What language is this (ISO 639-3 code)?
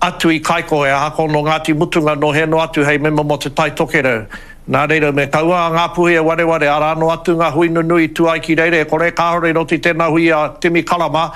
mri